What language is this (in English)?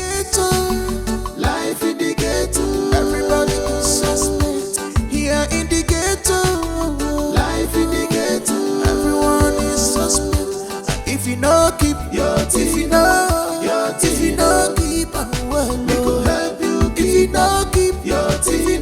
Nigerian Pidgin